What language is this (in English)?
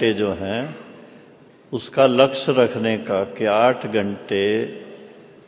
Hindi